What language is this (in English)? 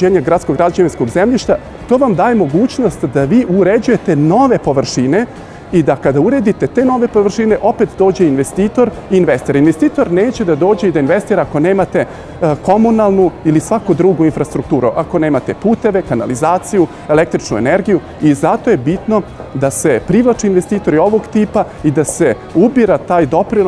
Serbian